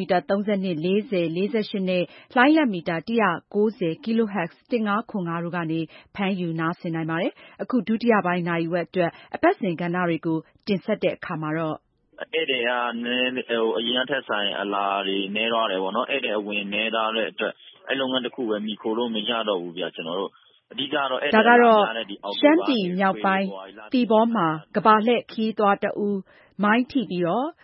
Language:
Burmese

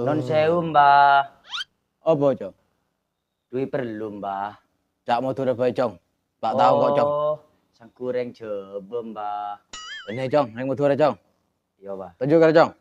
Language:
Madurese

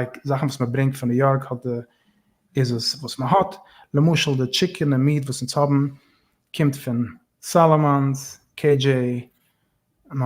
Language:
Yiddish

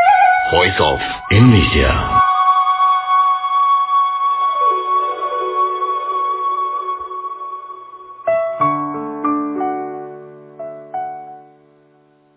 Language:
Indonesian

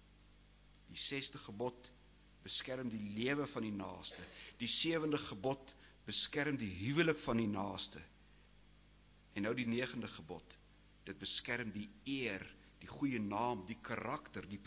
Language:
Afrikaans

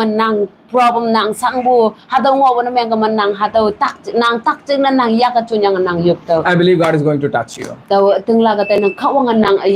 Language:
Konyak Naga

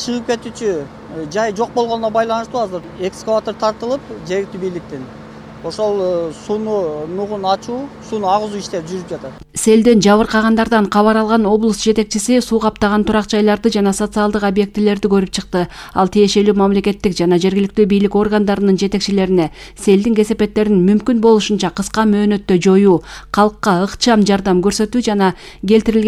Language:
Kyrgyz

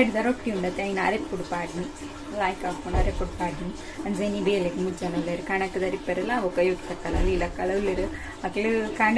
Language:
Tulu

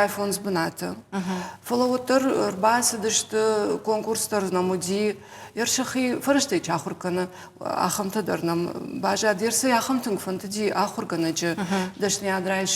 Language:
Ossetic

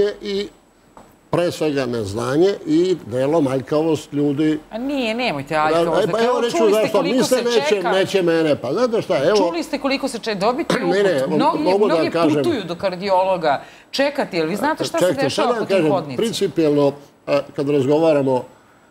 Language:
Serbian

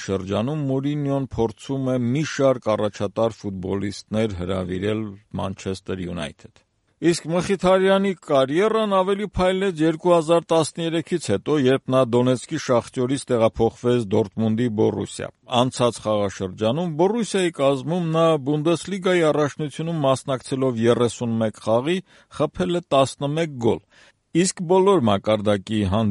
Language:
Armenian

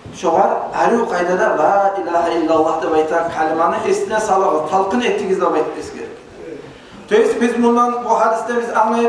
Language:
Kumyk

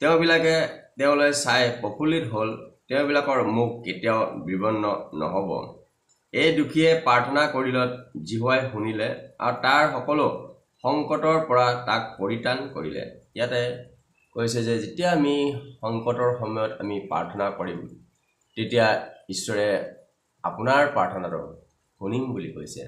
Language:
Assamese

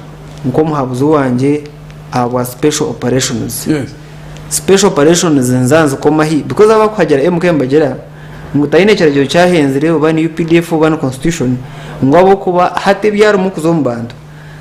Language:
Nyankole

